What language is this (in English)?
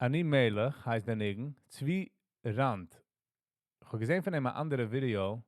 Yiddish